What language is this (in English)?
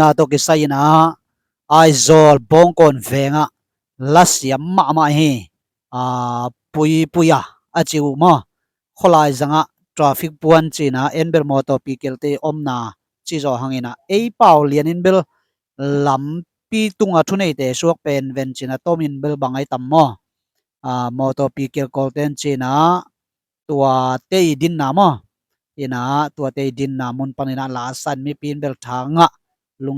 Tedim Chin